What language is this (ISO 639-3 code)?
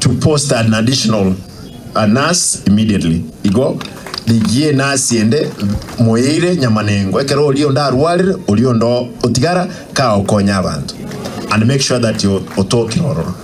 guz